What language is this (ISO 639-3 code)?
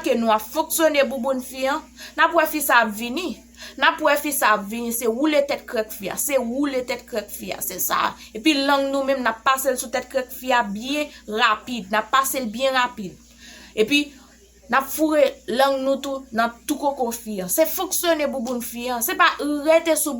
hat